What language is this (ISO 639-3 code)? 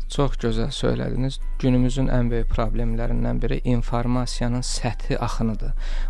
aze